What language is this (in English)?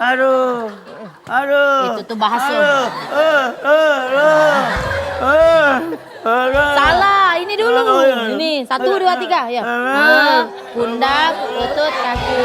Musi